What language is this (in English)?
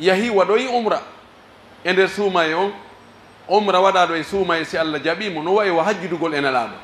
Pular